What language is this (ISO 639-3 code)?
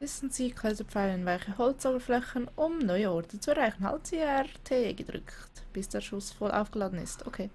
gsw